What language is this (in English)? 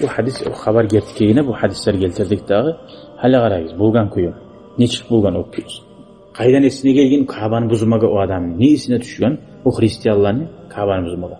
Kumyk